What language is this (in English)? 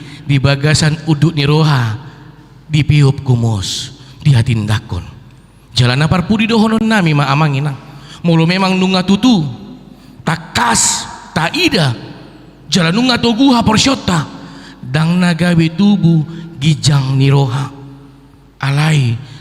Batak Toba